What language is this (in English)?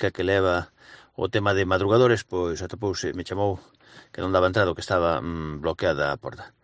Galician